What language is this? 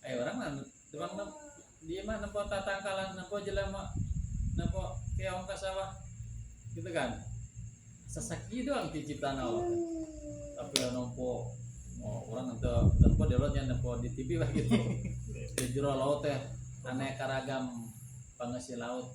Sundanese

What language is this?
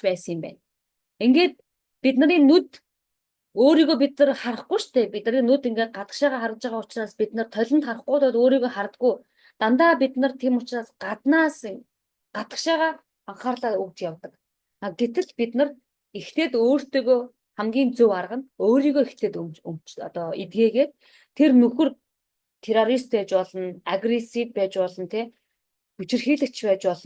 Mongolian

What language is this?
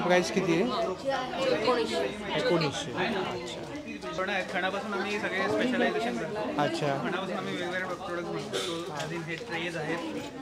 Marathi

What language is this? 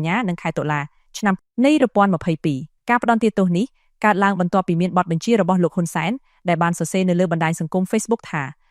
Khmer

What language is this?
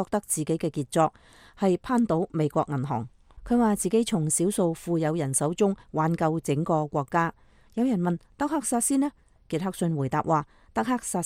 Cantonese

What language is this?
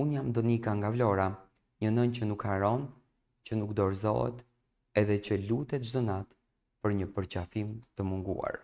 Albanian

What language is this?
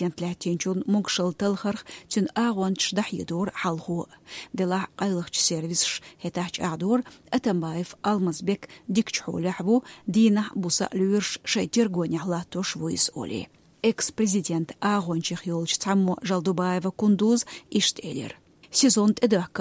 Chechen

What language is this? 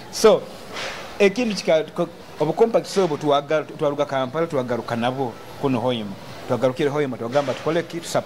Nyoro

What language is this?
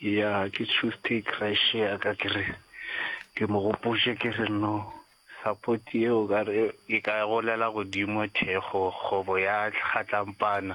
Northern Sotho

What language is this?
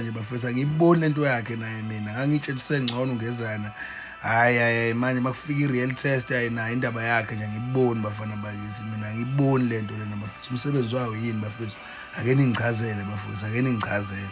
Zulu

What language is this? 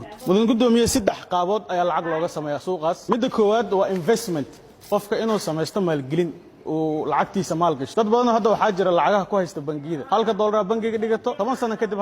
Somali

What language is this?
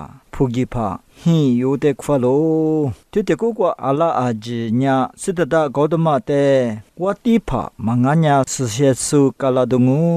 Lisu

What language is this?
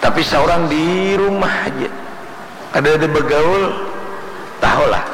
Banjar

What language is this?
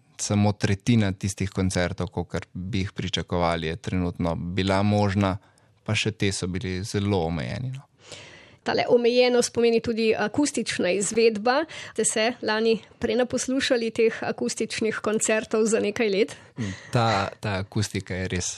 Slovenian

